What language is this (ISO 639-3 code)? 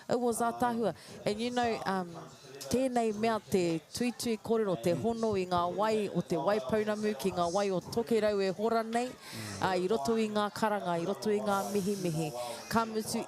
mri